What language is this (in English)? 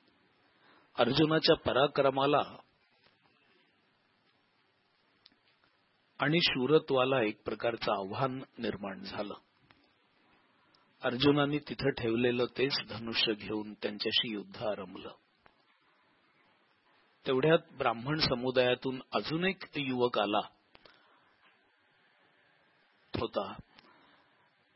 Marathi